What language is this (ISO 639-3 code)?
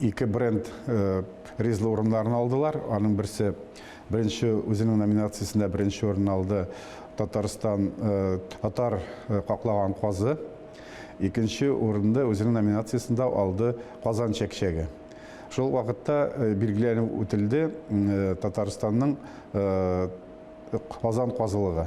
tat